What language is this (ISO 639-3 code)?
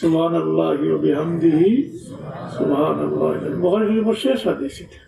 syl